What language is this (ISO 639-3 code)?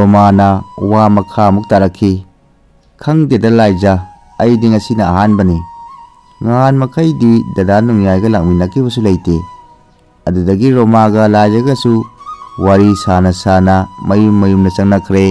mni